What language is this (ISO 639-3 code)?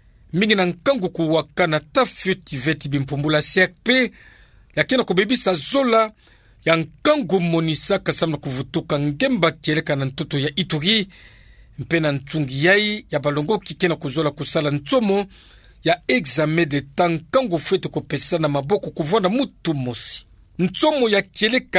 ktu